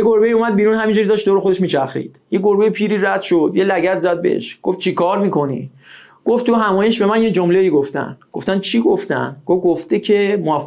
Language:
Persian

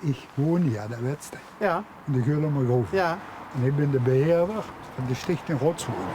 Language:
Limburgish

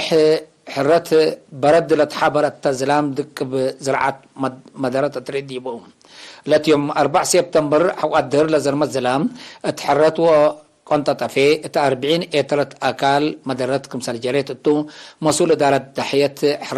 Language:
Tigre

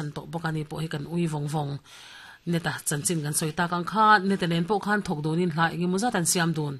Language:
Mizo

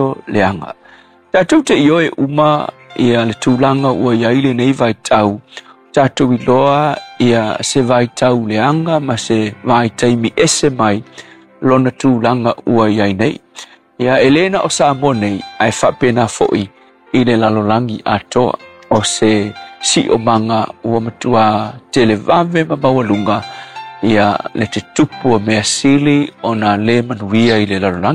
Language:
Samoan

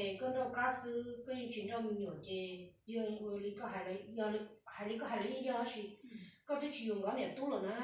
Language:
Hmong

